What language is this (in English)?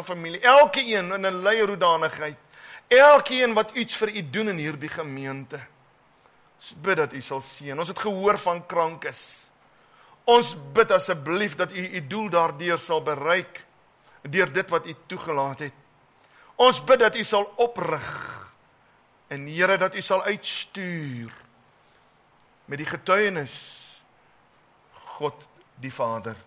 Afrikaans